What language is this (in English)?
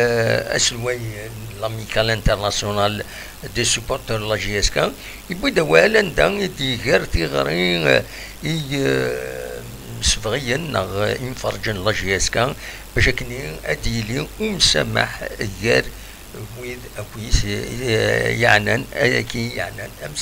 Kabyle